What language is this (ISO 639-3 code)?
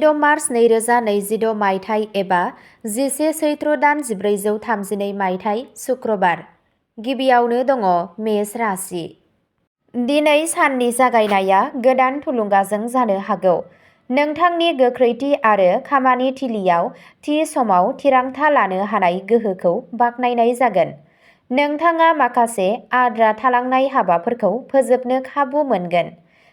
brx